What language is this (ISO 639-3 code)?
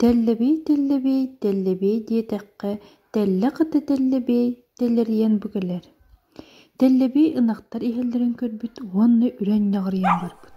sah